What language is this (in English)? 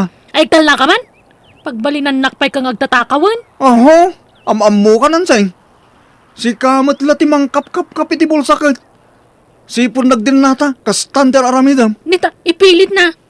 Iloko